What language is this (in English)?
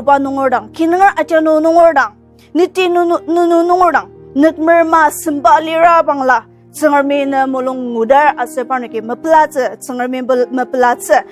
Ao Naga